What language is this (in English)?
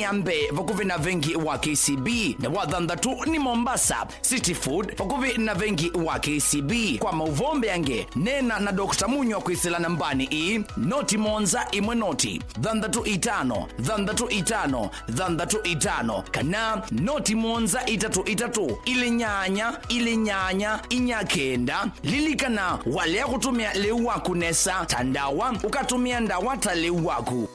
Kamba